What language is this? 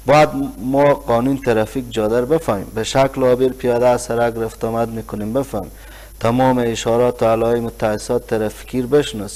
Persian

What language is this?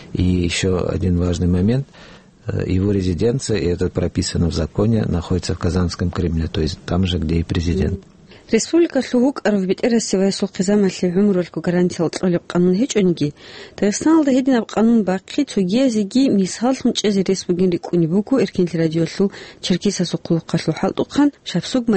Avaric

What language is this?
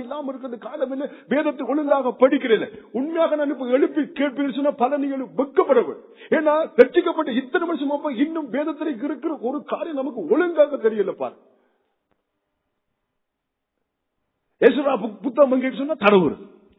Tamil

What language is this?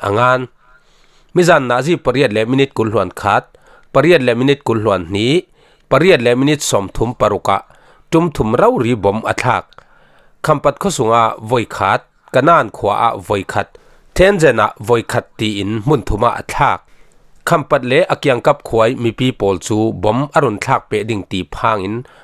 Falam Chin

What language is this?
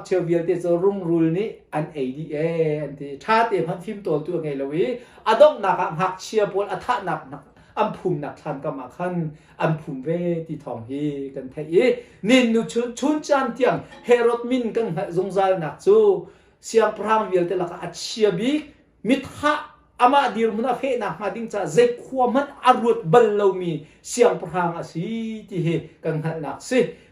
Hakha Chin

